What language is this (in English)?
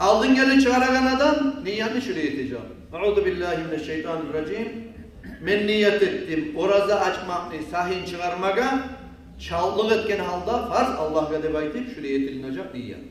Kumyk